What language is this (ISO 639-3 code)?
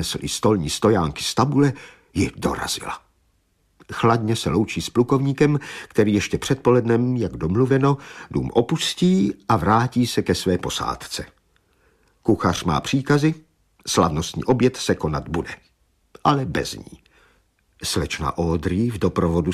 ces